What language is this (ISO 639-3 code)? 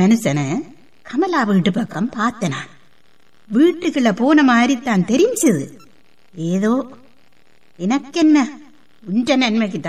tam